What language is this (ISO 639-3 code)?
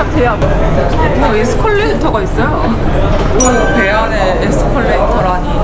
kor